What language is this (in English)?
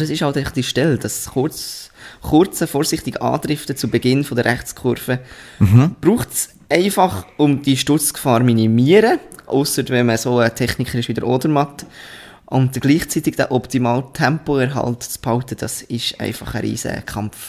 Swiss German